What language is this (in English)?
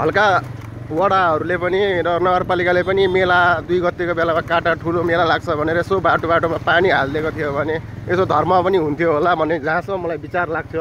Nepali